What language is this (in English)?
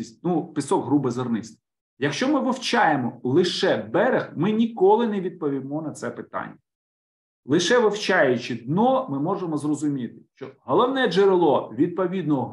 Ukrainian